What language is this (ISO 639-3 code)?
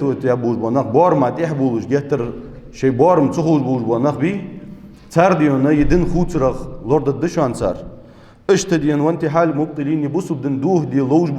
inh